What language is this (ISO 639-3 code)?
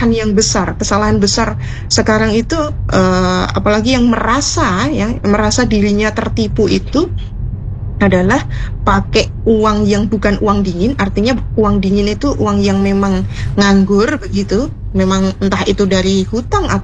ind